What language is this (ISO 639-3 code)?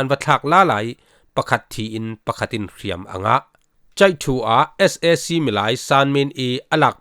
cfm